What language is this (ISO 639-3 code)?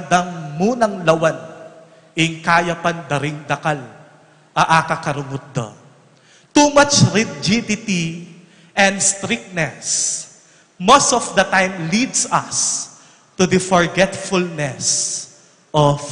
pam